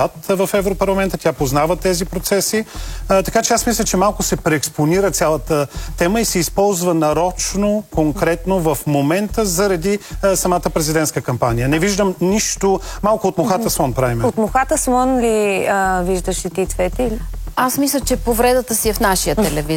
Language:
Bulgarian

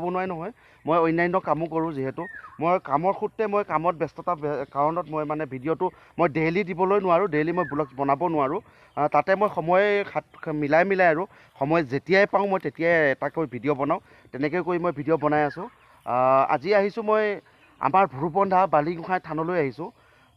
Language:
Assamese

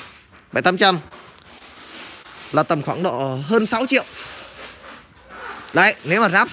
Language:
Vietnamese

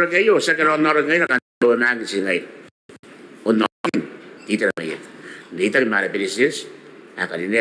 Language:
Gilbertese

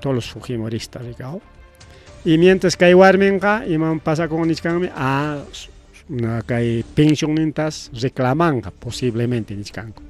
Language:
Ayacucho Quechua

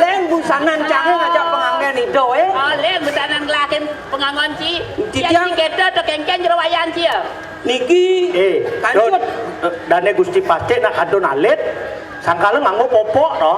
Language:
Balinese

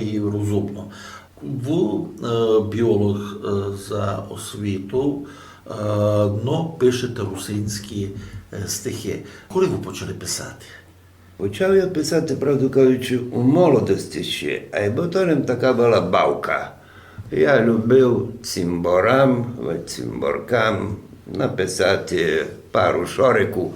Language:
Rusyn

